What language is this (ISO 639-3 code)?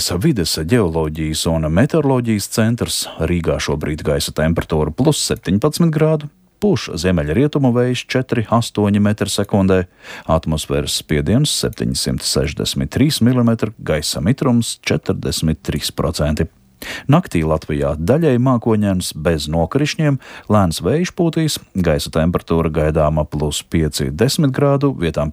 lav